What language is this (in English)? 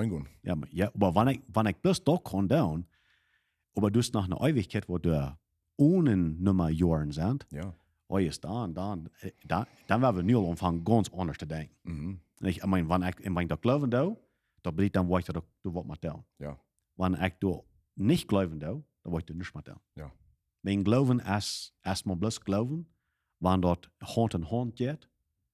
Plautdietsch